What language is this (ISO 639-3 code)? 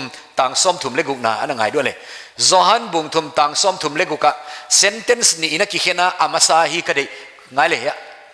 pck